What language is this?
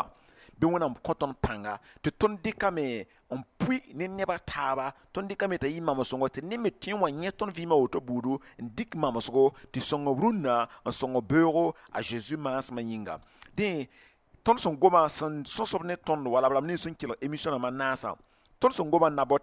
Mossi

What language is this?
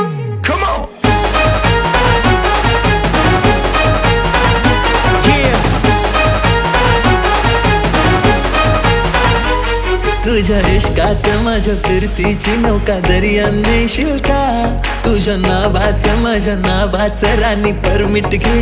Marathi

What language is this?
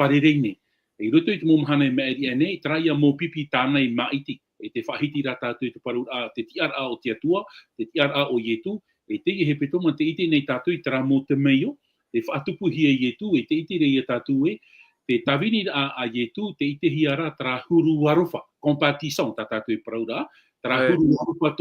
Tahitian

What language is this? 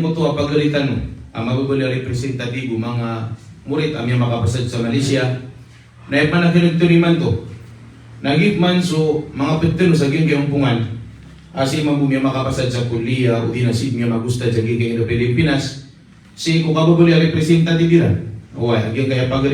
Maranao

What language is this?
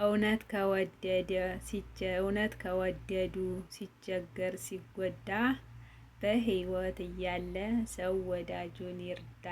Amharic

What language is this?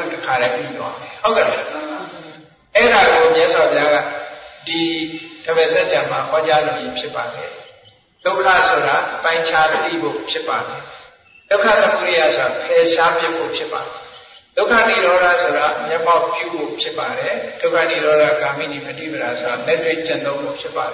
Burmese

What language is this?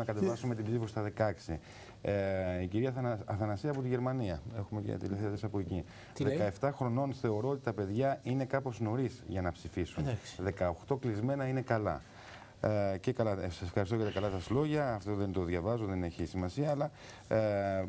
Greek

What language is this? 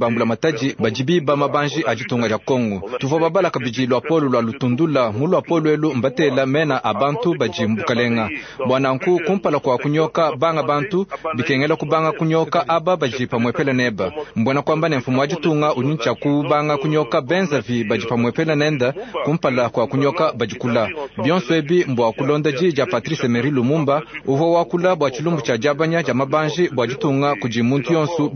Luba-Lulua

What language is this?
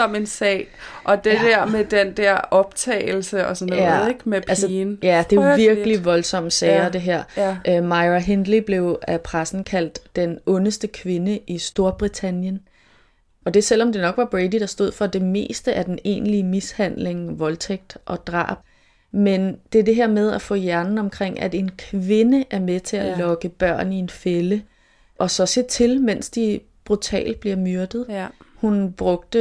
Danish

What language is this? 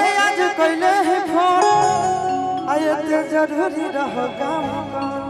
Magahi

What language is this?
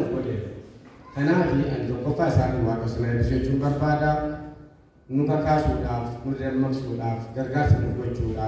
Oromo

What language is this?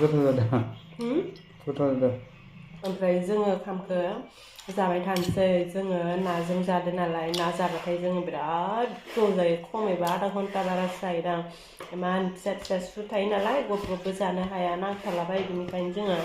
Bodo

